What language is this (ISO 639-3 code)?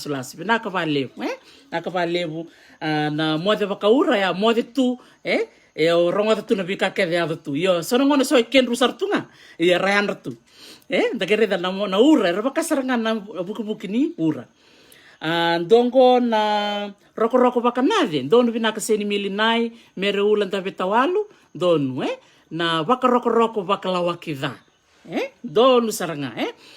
fij